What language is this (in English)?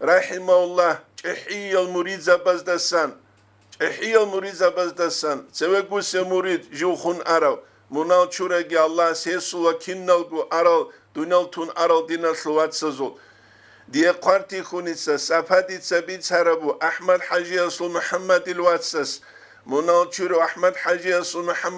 Avaric